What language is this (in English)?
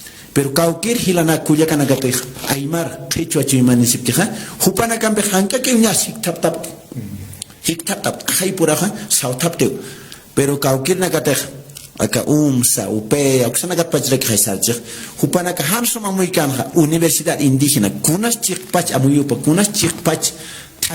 Aymara